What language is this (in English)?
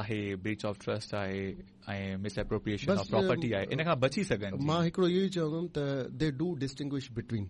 Sindhi